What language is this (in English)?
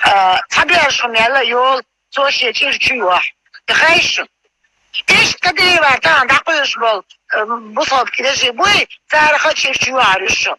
Chechen